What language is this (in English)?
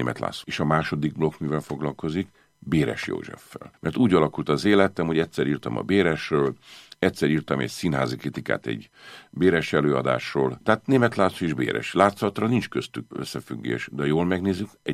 Hungarian